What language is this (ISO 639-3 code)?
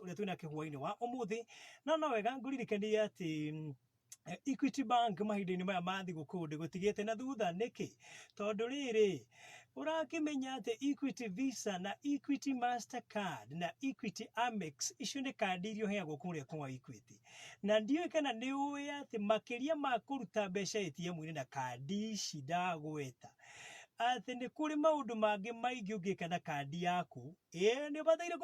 kik